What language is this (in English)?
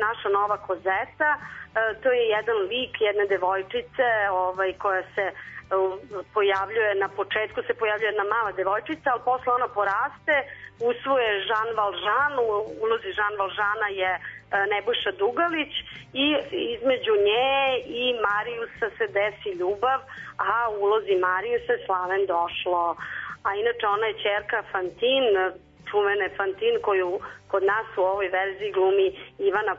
Serbian